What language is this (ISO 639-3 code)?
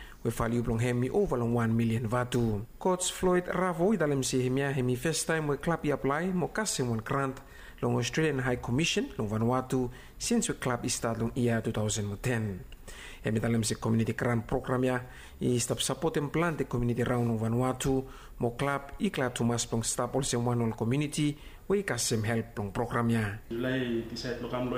bis